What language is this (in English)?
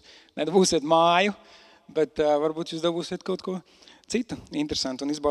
Latvian